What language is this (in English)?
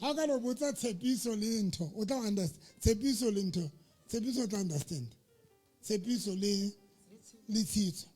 Southern Sotho